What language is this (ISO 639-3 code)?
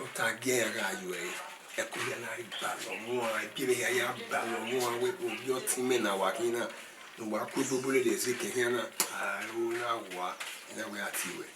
bin